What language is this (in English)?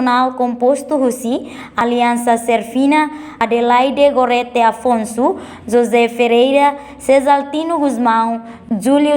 Tetum